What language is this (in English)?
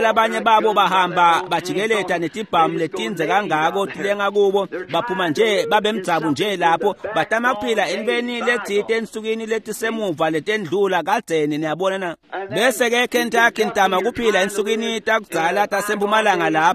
Swati